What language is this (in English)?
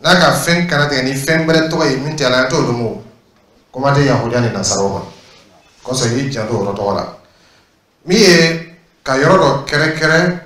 Dyula